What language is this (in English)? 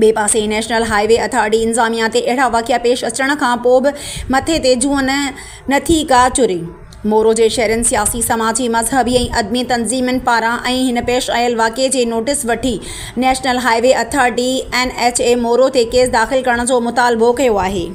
Sindhi